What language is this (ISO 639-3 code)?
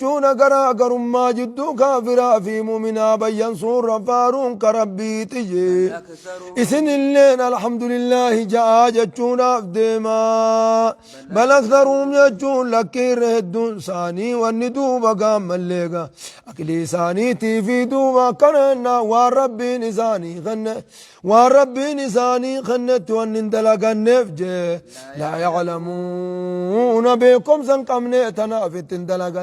orm